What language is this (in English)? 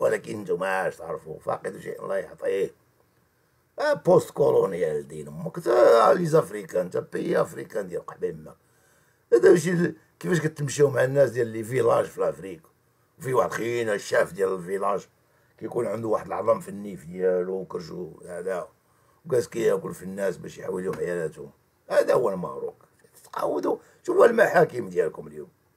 Moroccan Arabic